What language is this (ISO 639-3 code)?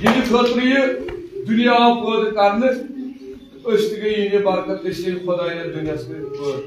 kas